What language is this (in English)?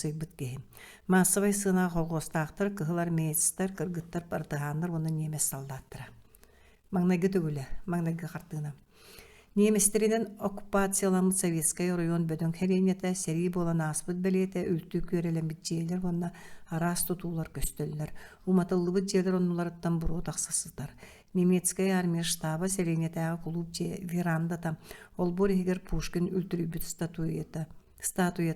Yakut